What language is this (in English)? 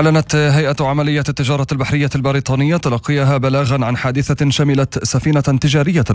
Arabic